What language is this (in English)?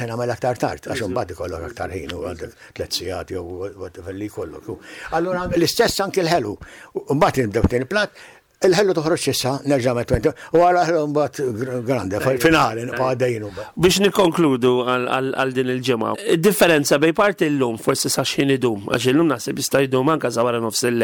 Maltese